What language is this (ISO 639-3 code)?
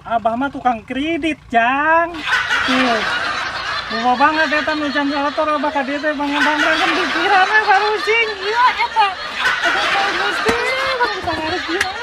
sun